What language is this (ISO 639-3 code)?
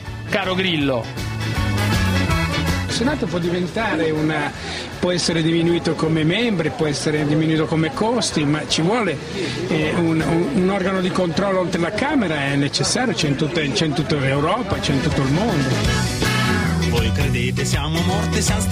ita